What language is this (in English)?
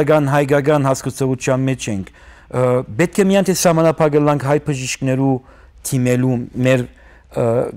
Armenian